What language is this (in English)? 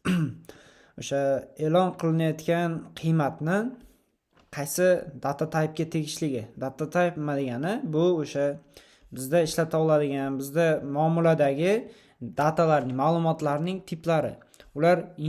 Uzbek